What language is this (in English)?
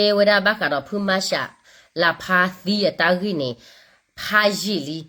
S'gaw Karen